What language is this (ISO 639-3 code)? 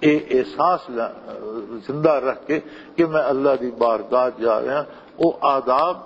lah